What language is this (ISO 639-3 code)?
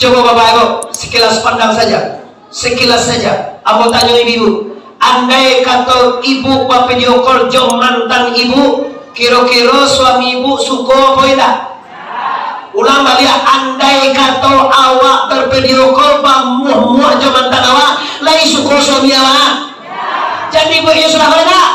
min